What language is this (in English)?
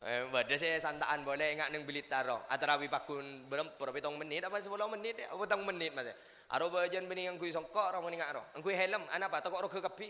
Madurese